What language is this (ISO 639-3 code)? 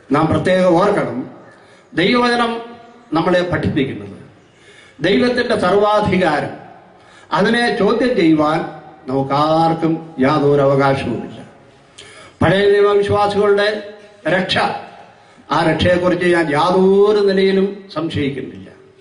mal